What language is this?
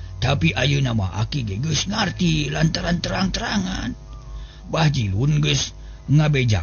Sundanese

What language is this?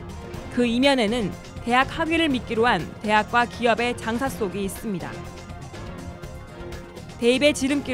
Korean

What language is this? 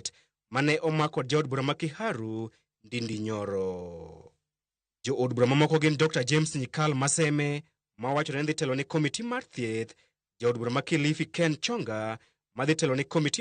Luo (Kenya and Tanzania)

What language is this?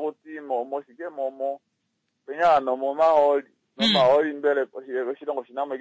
Kuanyama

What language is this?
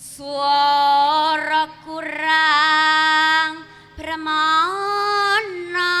Javanese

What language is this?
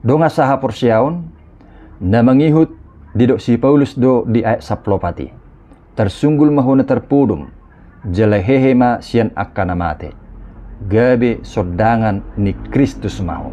Batak Toba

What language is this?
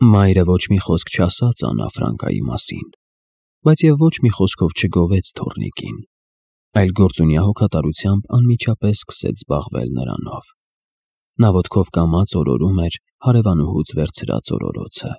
Armenian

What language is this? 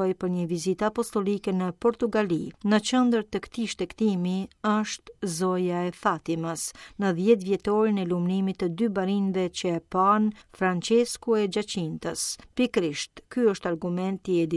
Albanian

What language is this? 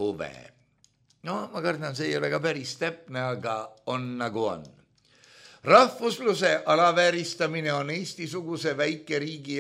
Estonian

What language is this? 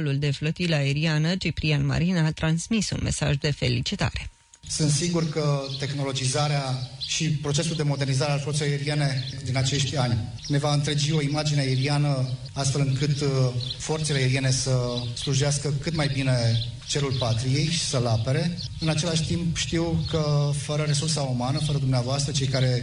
Romanian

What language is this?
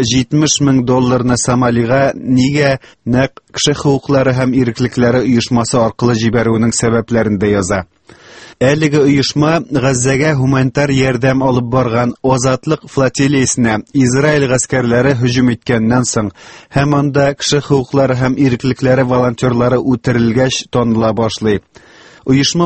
Tatar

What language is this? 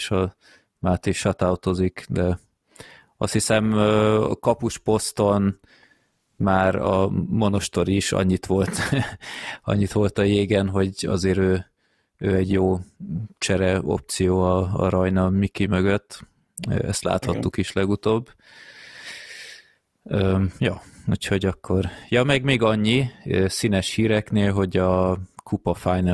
Hungarian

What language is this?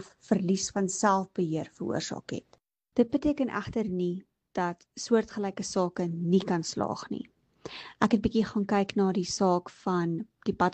Afrikaans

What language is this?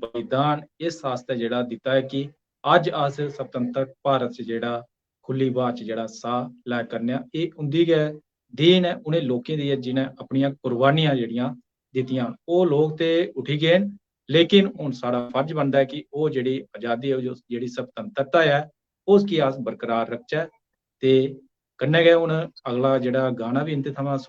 Dogri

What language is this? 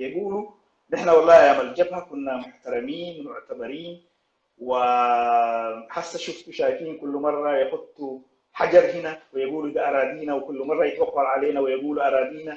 Sudanese Arabic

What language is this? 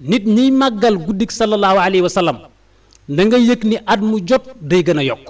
Wolof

